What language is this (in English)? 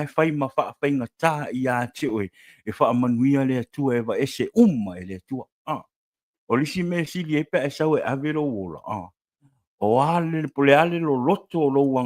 Samoan